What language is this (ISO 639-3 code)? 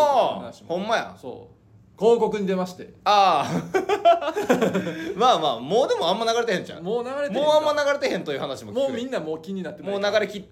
jpn